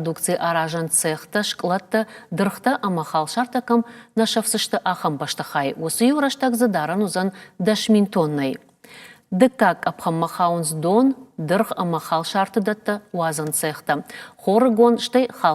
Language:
Ossetic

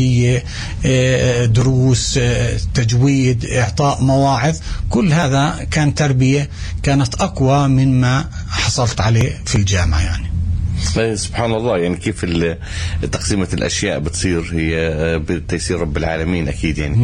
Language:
North Levantine Arabic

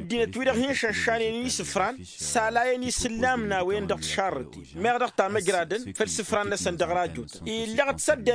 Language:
Tamasheq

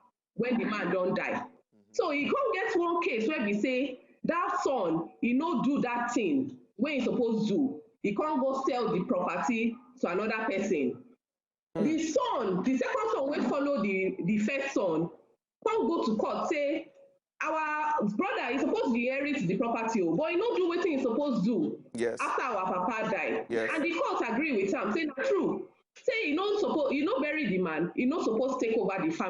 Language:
Nigerian Pidgin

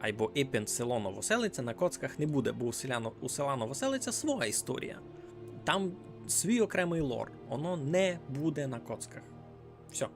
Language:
Rusyn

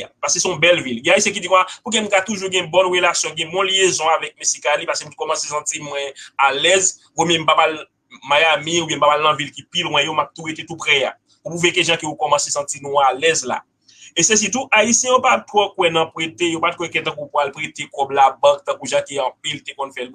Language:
Haitian Creole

